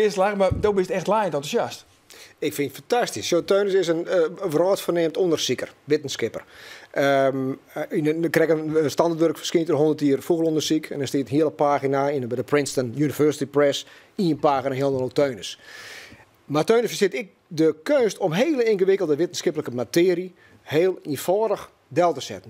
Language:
Western Frisian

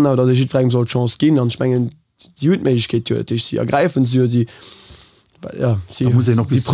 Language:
Luxembourgish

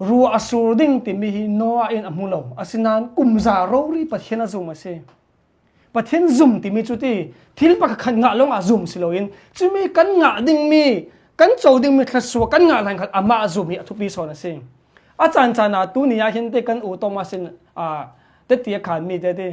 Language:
Hakha Chin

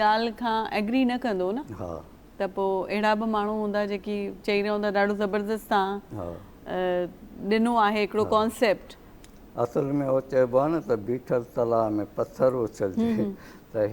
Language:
Sindhi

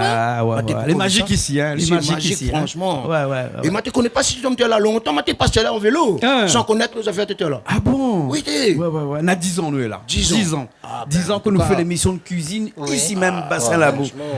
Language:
Réunion Creole French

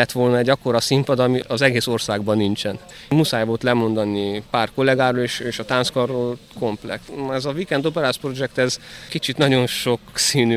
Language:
Hungarian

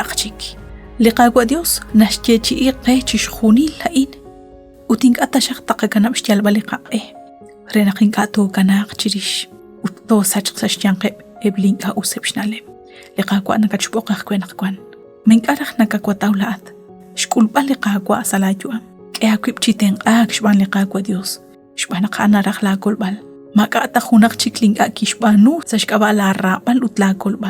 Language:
Kekchí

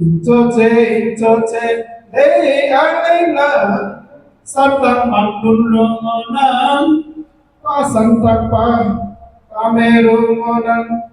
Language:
Karbi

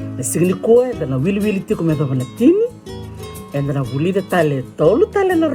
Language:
Fijian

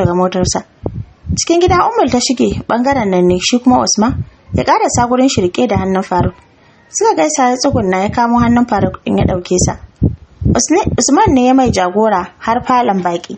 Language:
Hausa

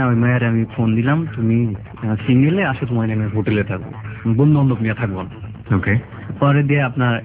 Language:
Bangla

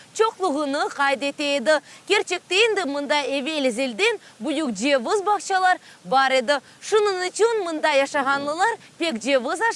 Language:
Crimean Tatar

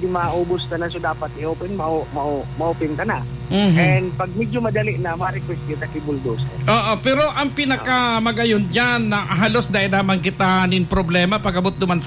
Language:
Bikol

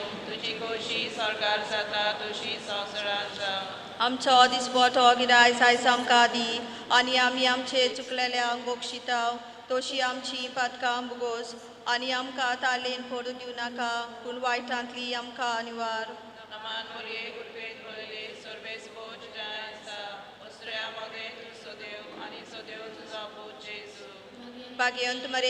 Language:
Konkani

